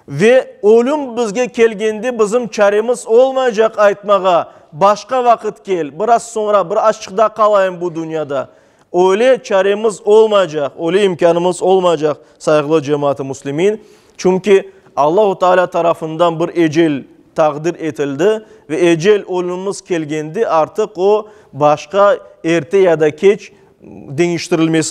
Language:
Crimean Tatar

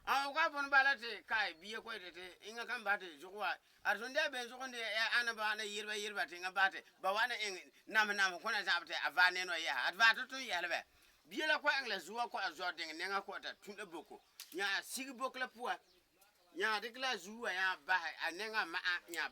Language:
Frafra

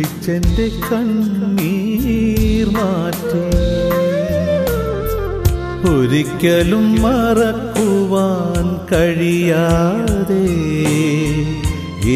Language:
Malayalam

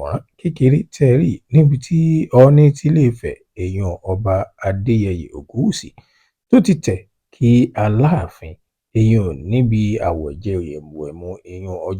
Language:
Yoruba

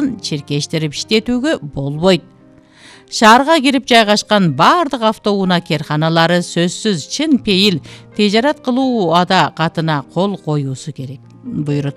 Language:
Kyrgyz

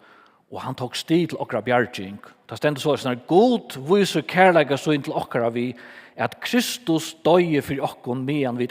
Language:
Faroese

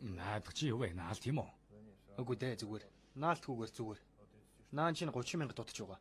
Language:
Mongolian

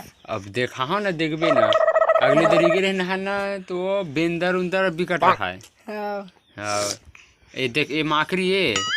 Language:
Chhattisgarhi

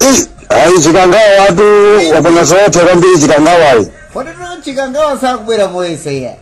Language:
Nyanja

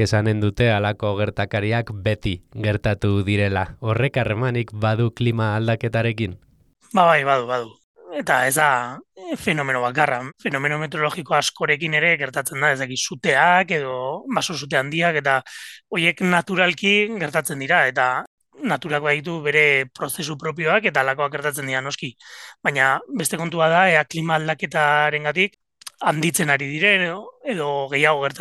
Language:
Basque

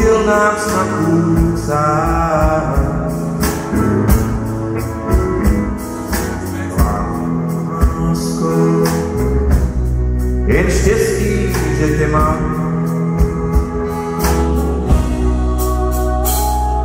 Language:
Czech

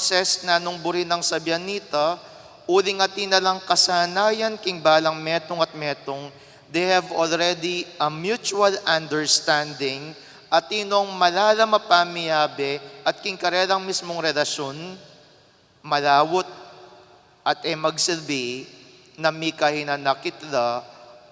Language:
Pampanga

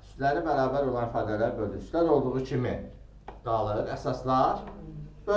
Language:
Azerbaijani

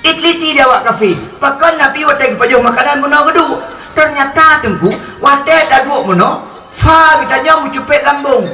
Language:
Achinese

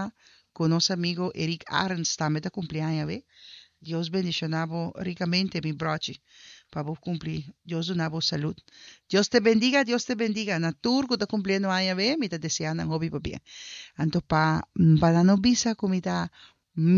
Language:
Papiamento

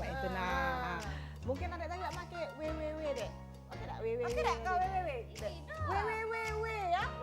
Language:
Musi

